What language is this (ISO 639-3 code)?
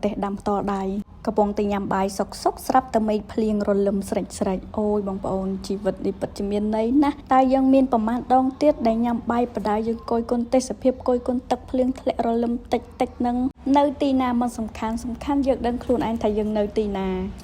khm